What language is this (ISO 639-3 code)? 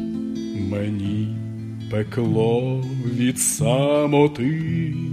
ukr